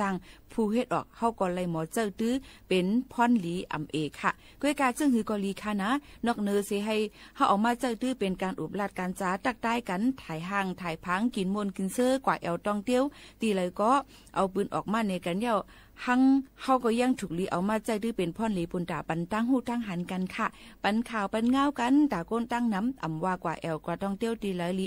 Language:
Shan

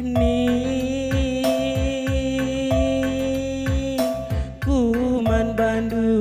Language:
Batak Karo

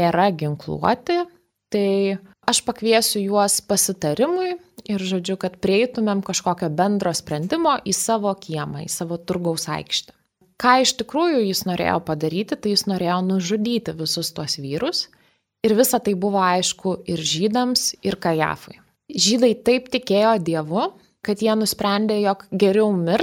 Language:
Lithuanian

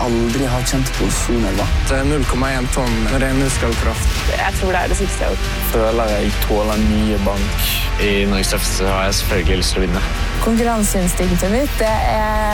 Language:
Norwegian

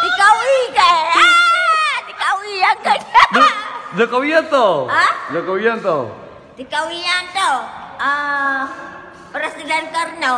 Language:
Achinese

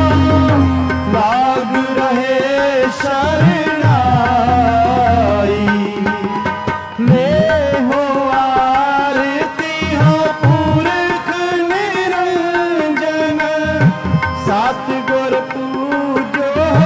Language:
Hindi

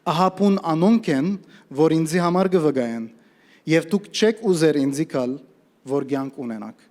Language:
Western Armenian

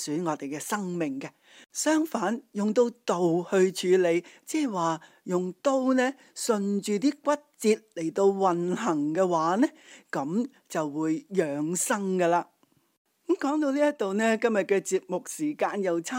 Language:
Cantonese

